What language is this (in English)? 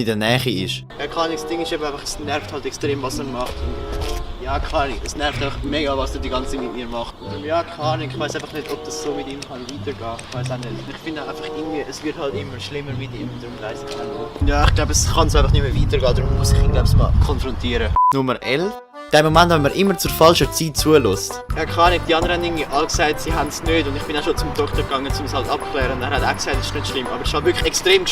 Swiss German